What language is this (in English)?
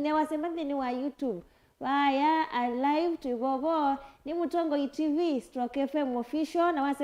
Kamba